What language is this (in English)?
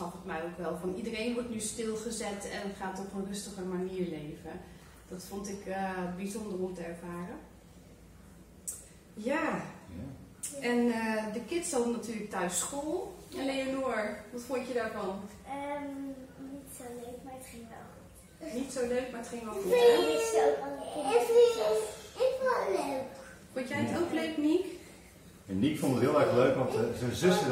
Dutch